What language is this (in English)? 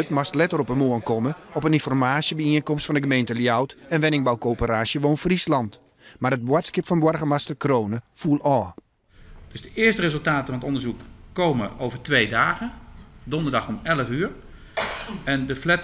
Western Frisian